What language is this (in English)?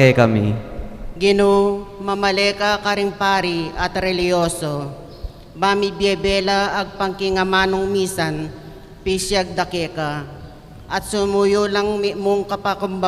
Pampanga